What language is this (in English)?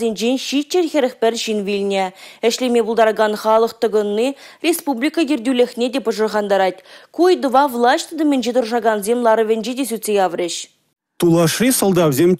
Chuvash